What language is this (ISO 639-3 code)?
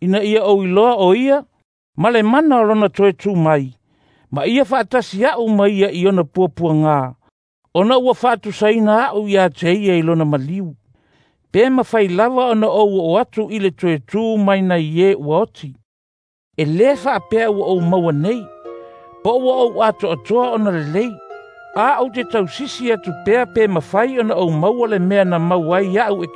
smo